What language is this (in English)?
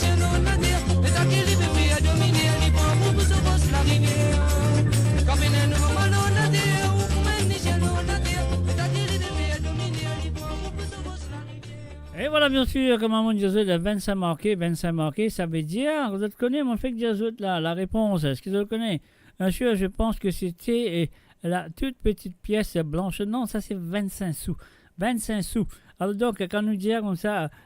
Morisyen